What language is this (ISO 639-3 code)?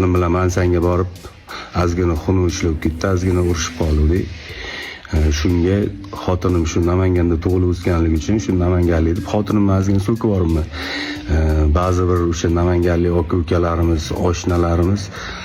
uzb